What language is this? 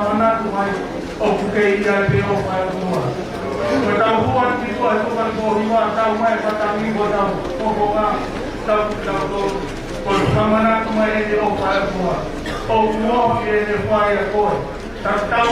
Tongan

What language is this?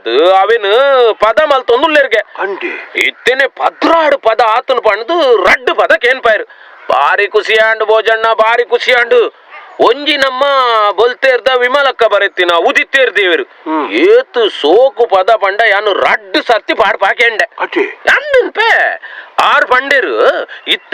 Tulu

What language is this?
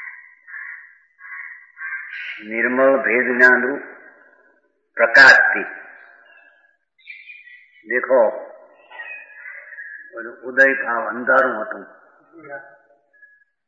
Gujarati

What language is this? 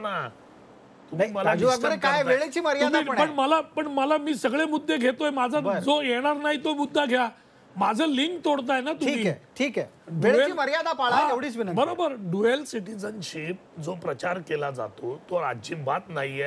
Marathi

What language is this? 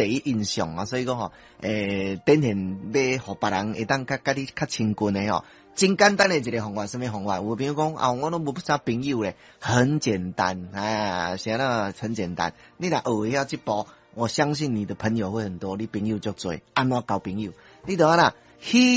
Min Nan Chinese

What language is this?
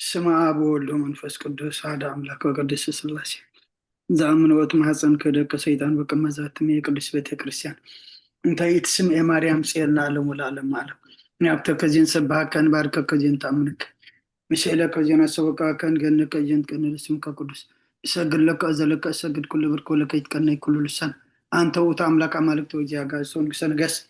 Tigrinya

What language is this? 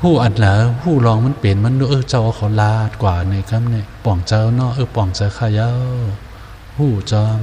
Shan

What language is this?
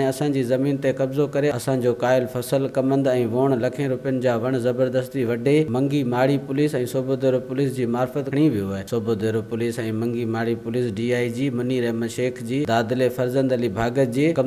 Sindhi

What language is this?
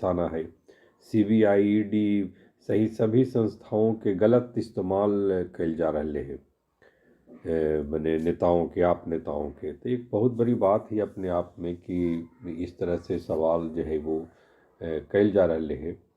Magahi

